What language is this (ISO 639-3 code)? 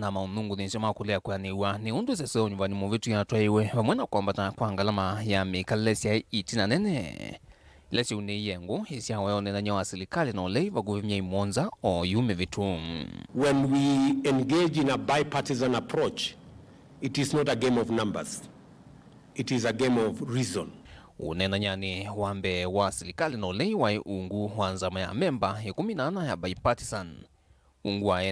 kam